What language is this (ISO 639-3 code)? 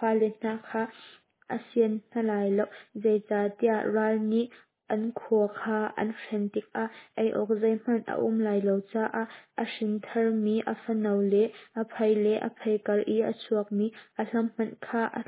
cnh